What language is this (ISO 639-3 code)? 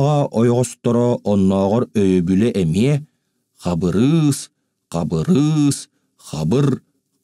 sah